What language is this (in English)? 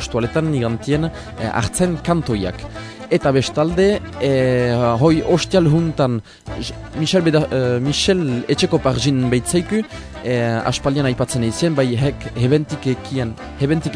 Basque